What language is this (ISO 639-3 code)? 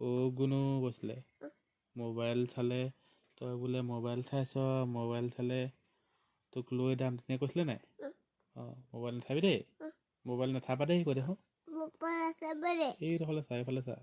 asm